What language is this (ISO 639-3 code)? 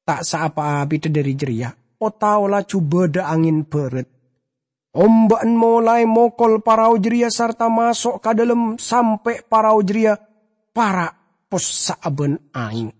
mad